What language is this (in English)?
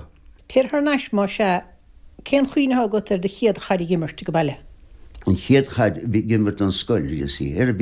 Irish